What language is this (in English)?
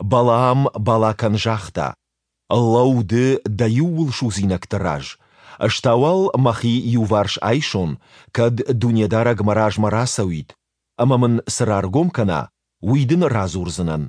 Ossetic